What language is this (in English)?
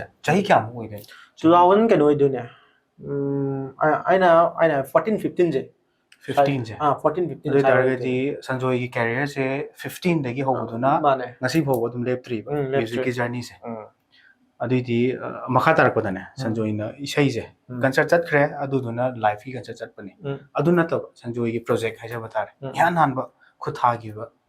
Manipuri